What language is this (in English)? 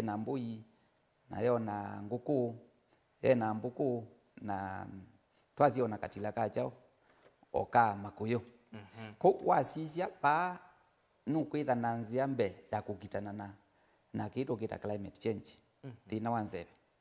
Kamba